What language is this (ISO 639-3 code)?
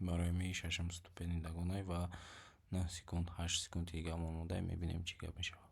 tgk